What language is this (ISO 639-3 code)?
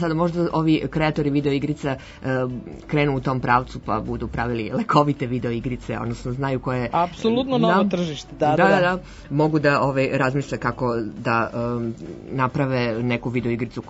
srp